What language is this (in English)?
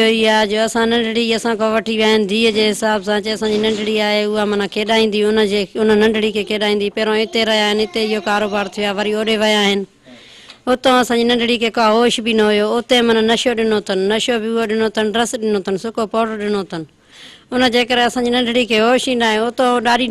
Sindhi